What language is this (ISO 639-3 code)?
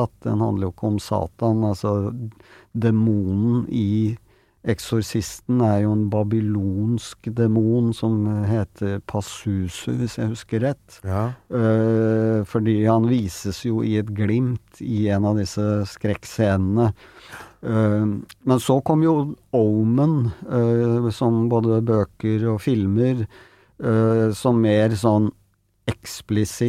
nor